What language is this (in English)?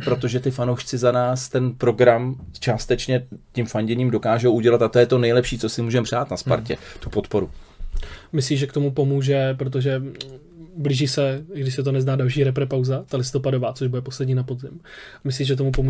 Czech